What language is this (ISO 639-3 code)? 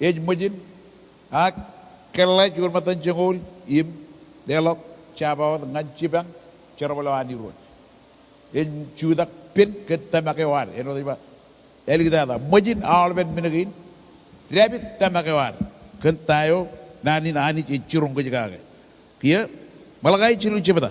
mah